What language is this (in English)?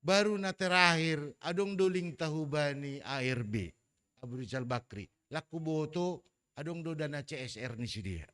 Batak Simalungun